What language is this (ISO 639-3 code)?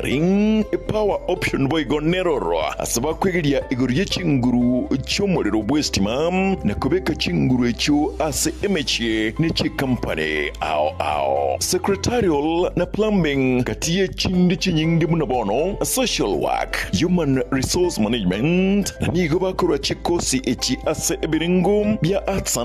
guz